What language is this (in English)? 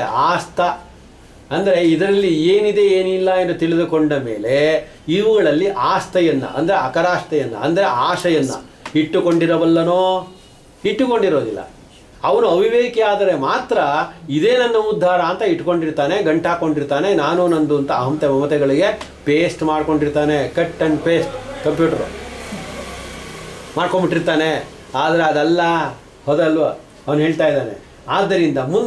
Kannada